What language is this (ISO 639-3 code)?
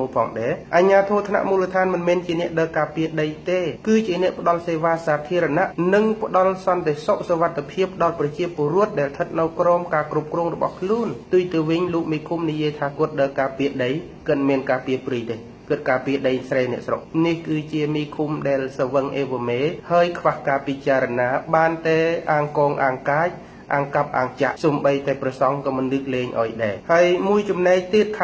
khm